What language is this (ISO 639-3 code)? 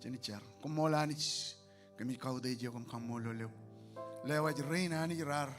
mah